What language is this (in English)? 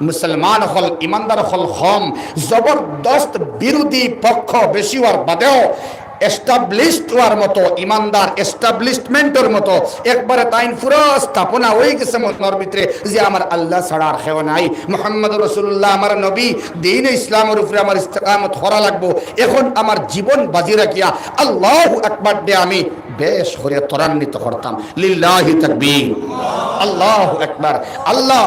Sylheti